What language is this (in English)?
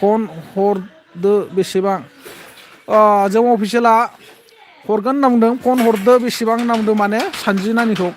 Bodo